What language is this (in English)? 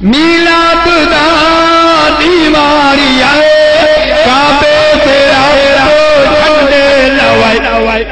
Saraiki